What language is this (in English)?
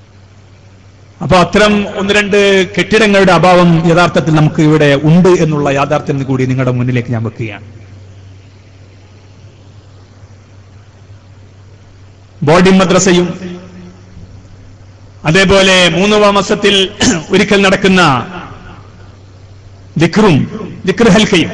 Malayalam